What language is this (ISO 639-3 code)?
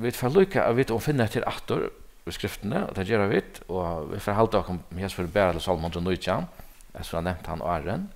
fao